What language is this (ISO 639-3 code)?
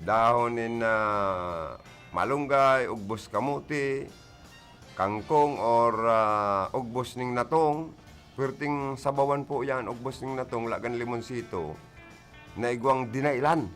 bik